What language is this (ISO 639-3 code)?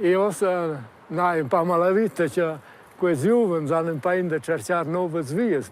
roh